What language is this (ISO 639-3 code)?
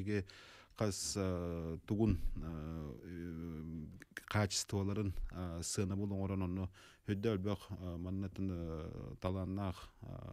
sah